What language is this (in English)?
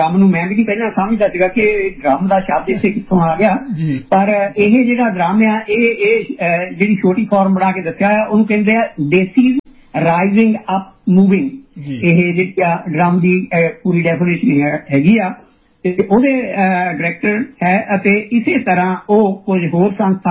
Punjabi